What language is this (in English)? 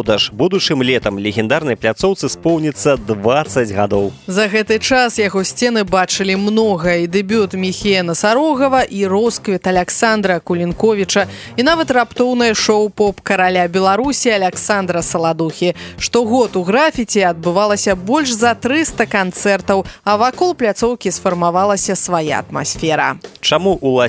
Belarusian